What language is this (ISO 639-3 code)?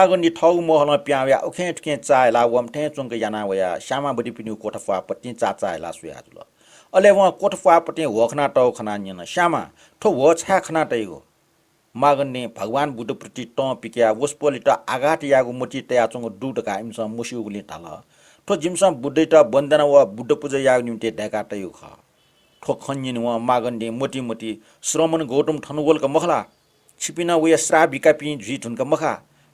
new